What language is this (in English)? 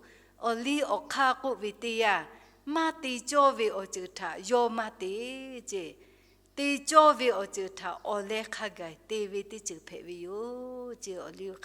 Lahu